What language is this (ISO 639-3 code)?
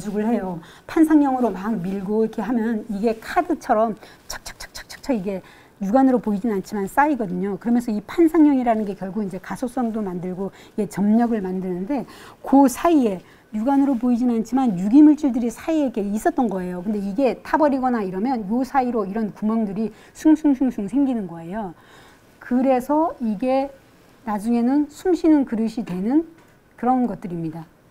kor